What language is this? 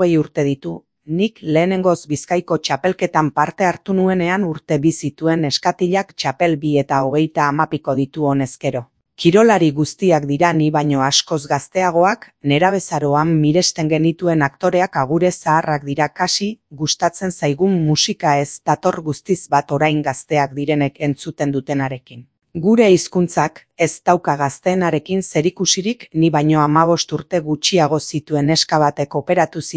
Basque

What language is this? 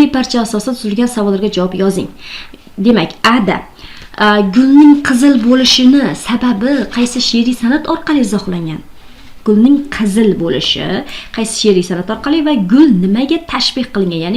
Uzbek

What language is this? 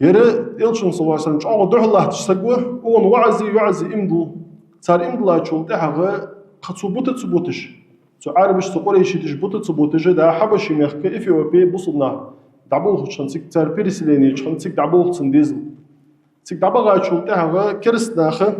Ingush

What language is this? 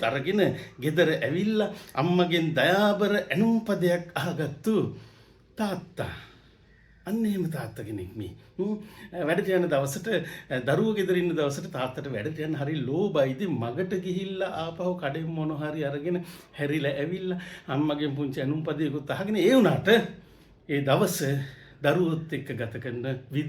Sinhala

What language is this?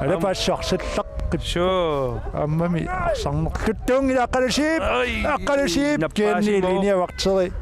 Kalaallisut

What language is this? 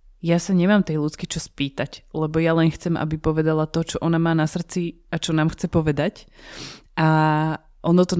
Slovak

